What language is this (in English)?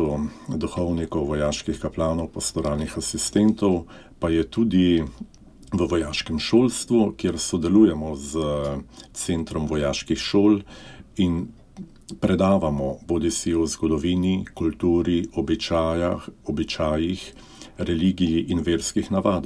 Slovenian